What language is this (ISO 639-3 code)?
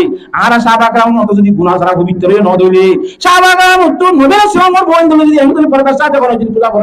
rhg